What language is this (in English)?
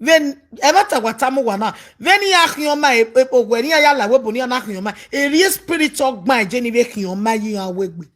Nigerian Pidgin